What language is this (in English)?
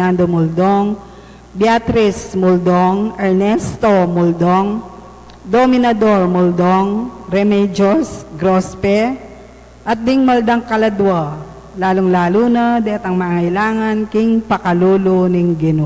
Pampanga